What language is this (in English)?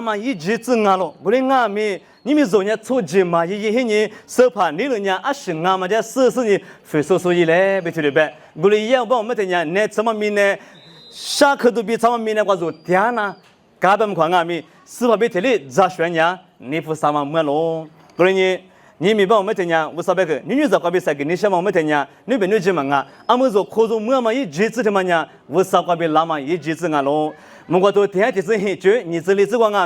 Lisu